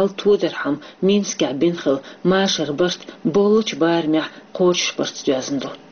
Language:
Chechen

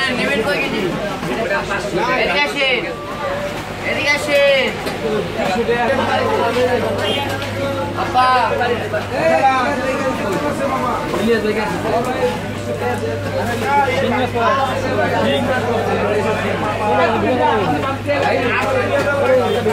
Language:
Bangla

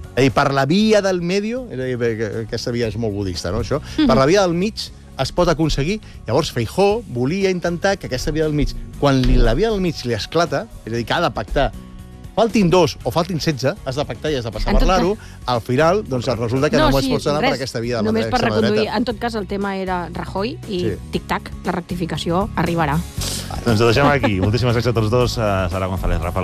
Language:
Catalan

